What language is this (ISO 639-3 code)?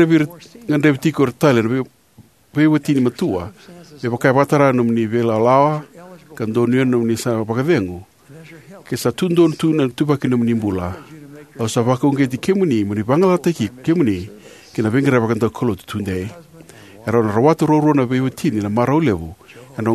fij